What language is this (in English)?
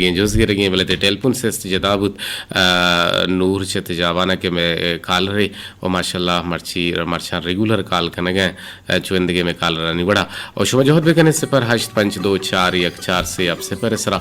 Eastern Balochi